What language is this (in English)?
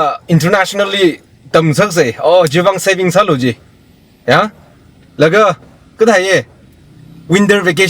Tangkhul Naga (India)